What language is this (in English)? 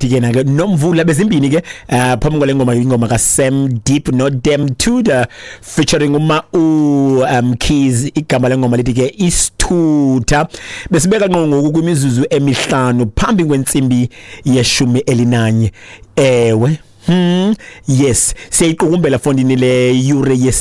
Xhosa